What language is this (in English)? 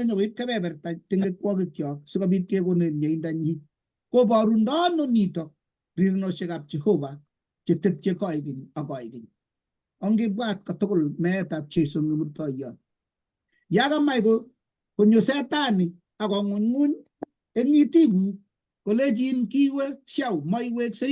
Kalenjin